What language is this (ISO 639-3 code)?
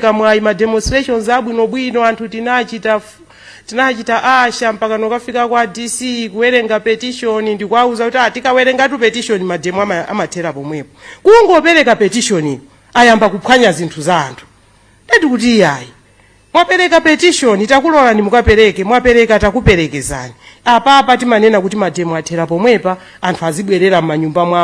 nya